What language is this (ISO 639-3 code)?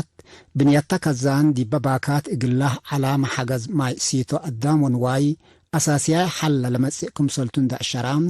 tig